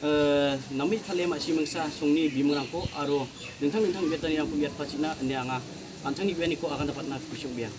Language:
Garo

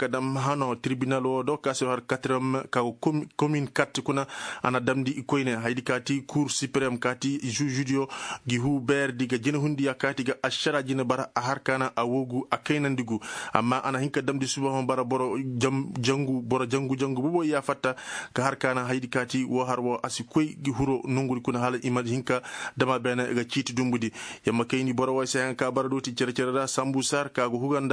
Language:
Koyraboro Senni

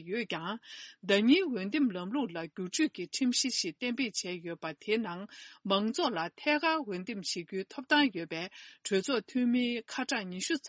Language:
Tibetan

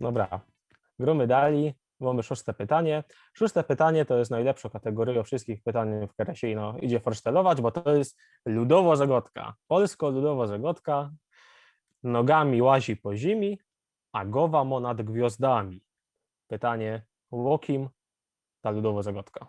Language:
Silesian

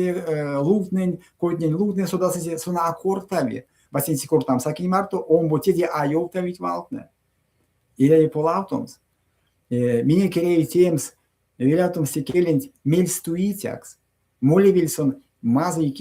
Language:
Erzya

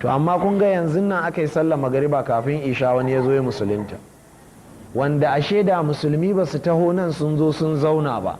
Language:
Hausa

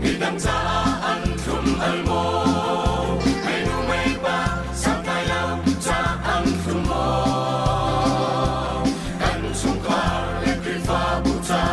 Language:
Hakha Chin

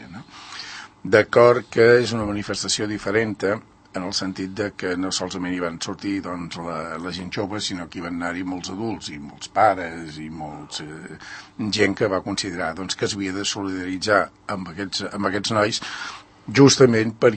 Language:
Catalan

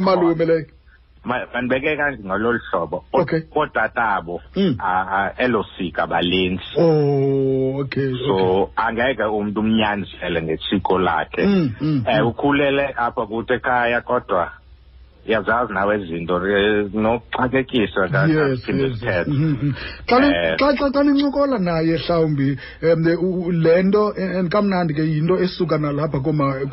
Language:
Xhosa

